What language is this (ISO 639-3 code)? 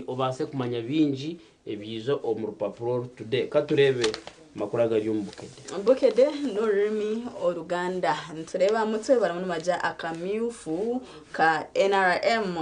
nyn